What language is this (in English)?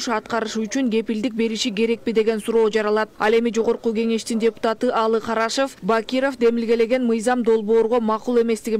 Kyrgyz